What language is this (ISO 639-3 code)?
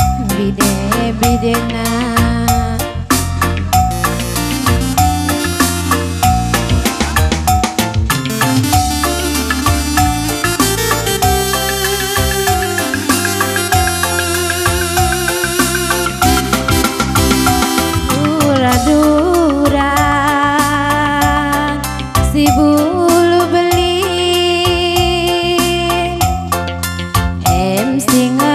btx